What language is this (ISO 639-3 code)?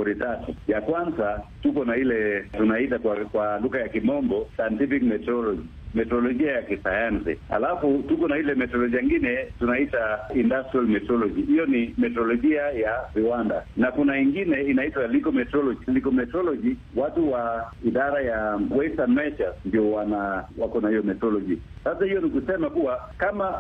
swa